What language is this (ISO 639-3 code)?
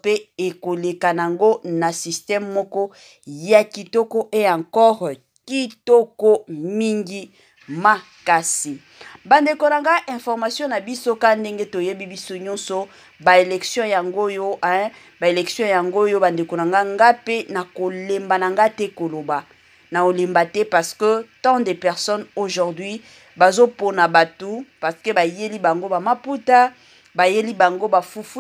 lin